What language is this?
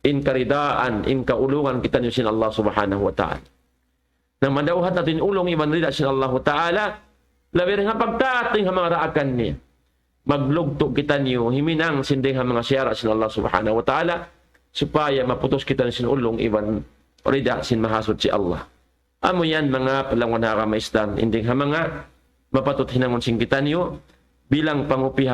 Tausug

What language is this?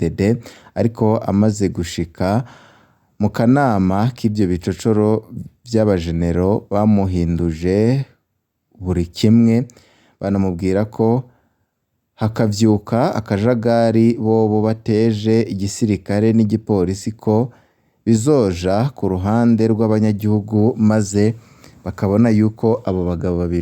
Rundi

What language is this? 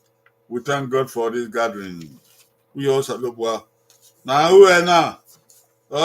Bini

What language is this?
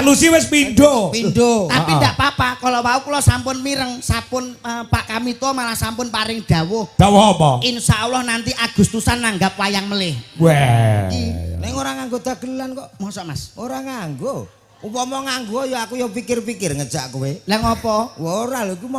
Javanese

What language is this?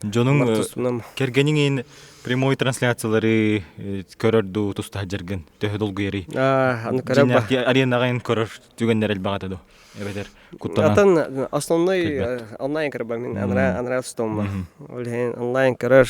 Yakut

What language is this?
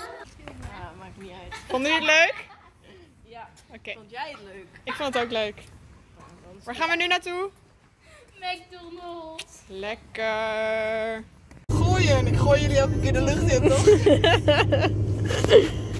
Dutch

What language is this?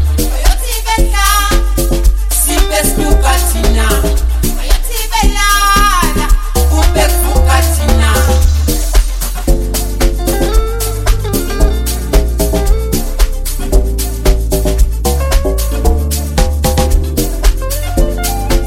Zulu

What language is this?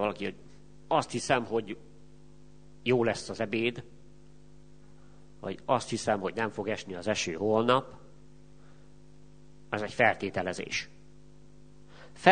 Hungarian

